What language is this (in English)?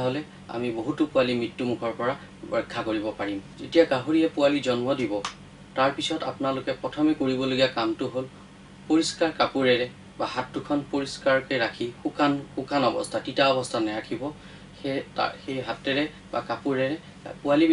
Assamese